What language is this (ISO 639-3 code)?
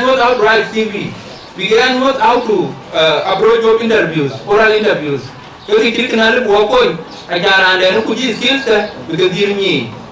din